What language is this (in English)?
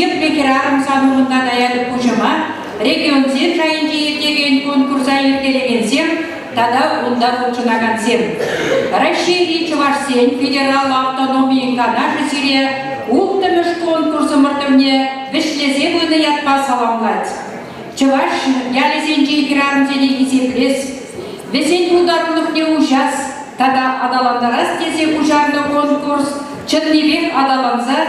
Chuvash